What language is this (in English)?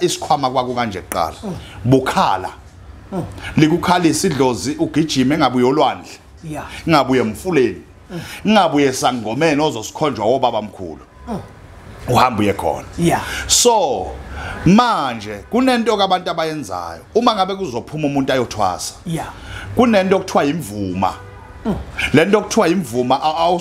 Zulu